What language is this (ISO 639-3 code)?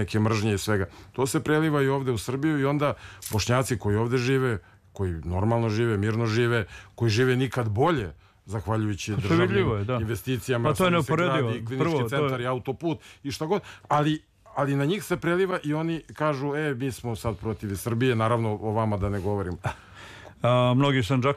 srp